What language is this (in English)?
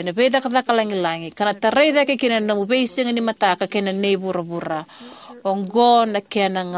Fijian